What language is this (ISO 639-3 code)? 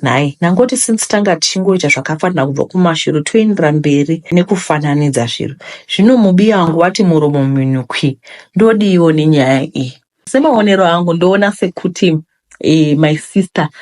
sna